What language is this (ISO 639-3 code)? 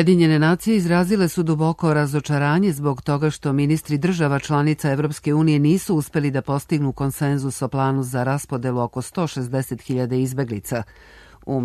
srp